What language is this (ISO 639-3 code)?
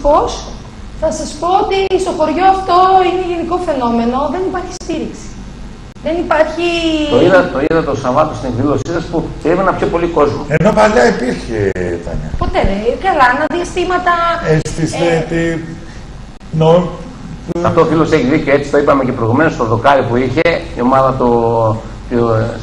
ell